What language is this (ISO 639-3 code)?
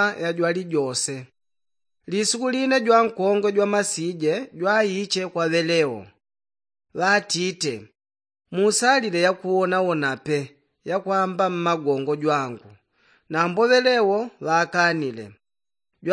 yao